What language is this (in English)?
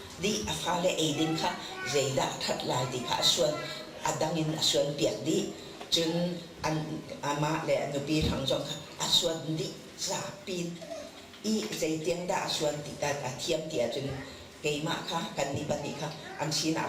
Hakha Chin